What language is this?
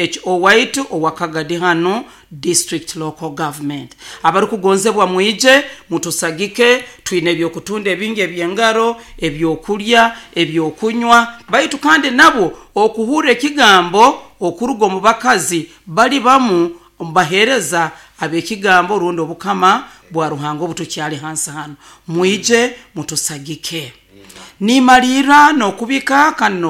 Nyoro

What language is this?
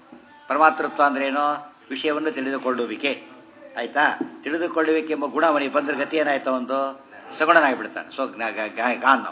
Kannada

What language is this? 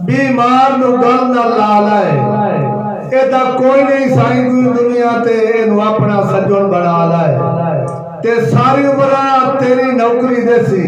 Saraiki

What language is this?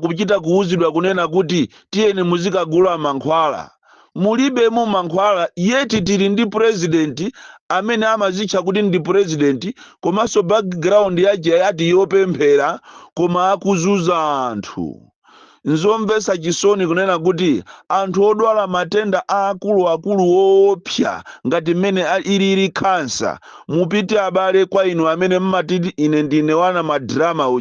Nyanja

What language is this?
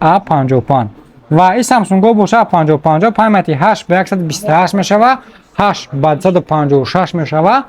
Tajik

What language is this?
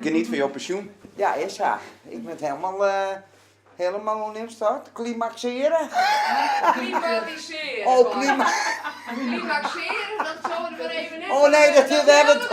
Western Frisian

